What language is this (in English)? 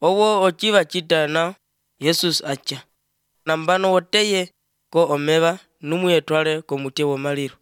Albanian